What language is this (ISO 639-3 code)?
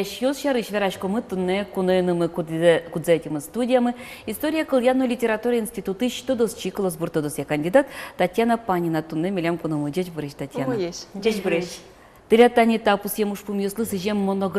udm